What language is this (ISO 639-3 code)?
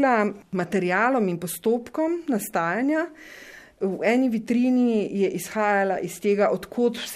slv